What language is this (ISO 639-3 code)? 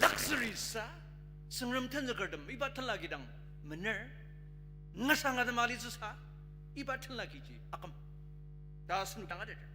njo